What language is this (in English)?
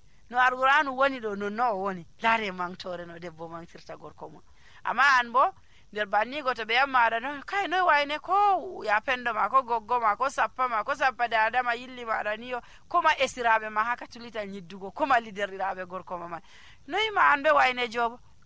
Nigerian Fulfulde